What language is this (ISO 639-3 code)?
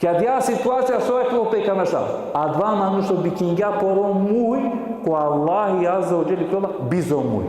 rmn